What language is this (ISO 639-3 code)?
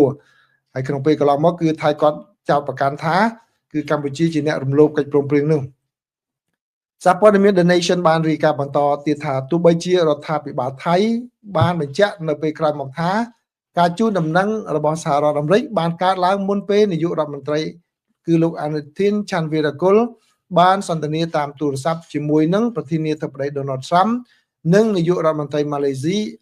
khm